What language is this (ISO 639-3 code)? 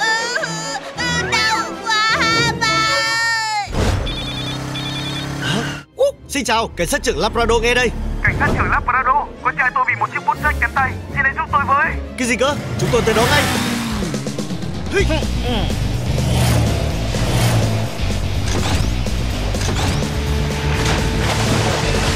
vie